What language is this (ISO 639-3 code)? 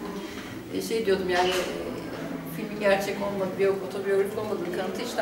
tur